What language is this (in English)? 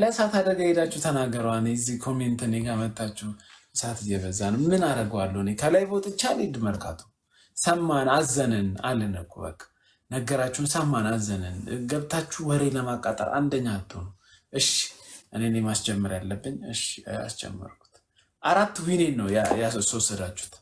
Amharic